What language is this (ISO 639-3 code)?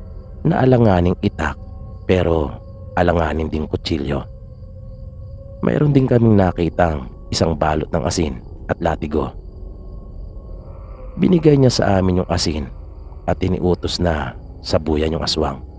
fil